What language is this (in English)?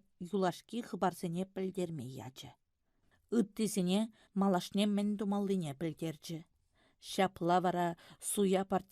Chuvash